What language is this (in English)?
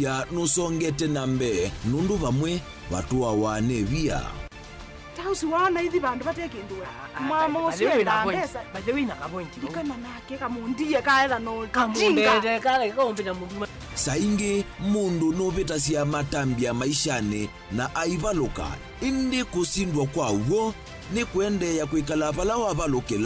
Kamba